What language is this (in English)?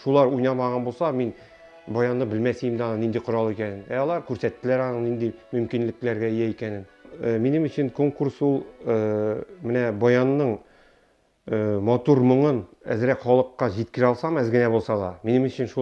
Tatar